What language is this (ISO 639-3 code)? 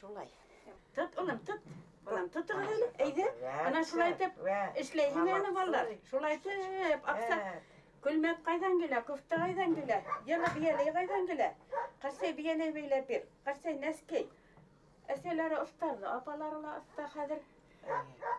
bak